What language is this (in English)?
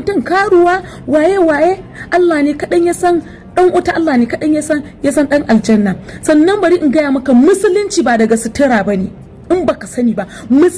Hausa